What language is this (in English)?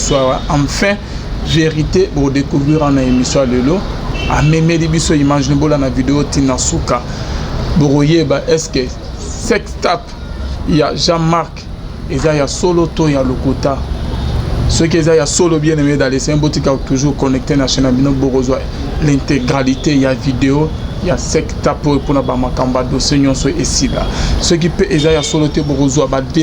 Lingala